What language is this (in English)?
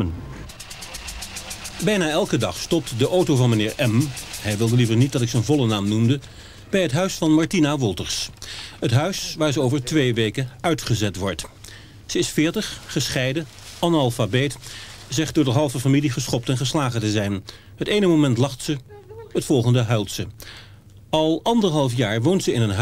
Dutch